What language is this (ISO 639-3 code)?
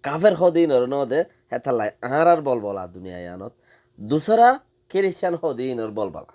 rhg